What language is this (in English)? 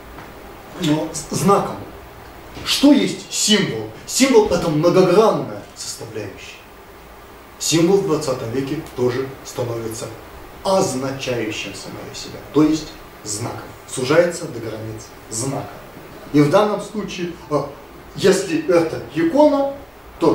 Russian